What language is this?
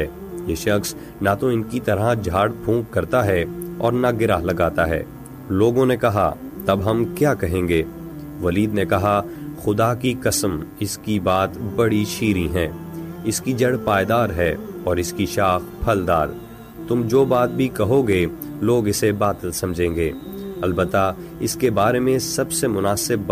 Urdu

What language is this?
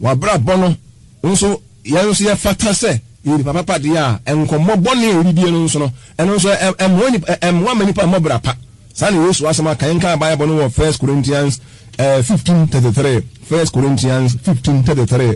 Akan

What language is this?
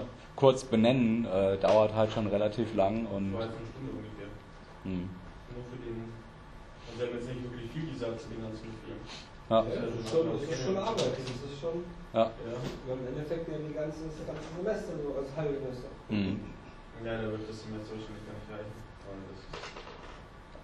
German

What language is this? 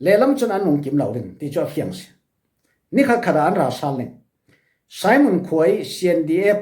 Falam Chin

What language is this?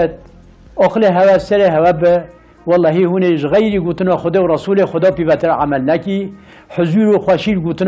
Kurdish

